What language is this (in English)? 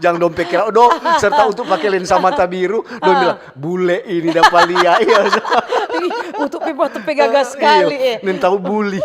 Manado Malay